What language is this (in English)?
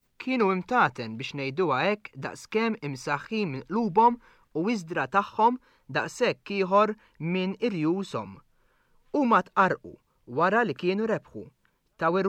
Maltese